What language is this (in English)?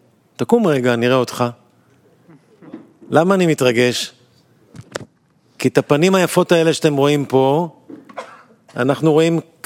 Hebrew